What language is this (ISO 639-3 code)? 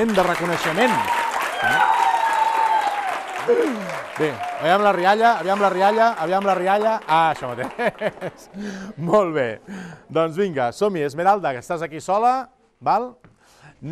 cat